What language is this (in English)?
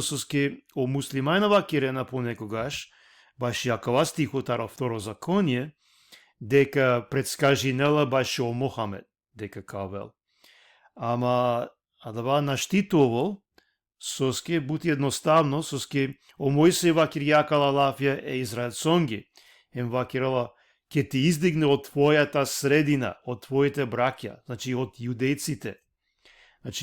Balkan Romani